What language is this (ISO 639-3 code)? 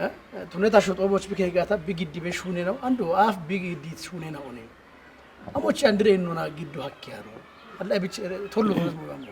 kbr